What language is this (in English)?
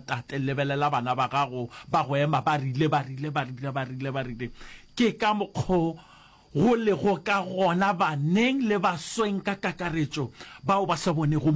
Northern Sotho